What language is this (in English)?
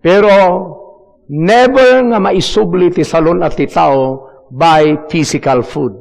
Iloko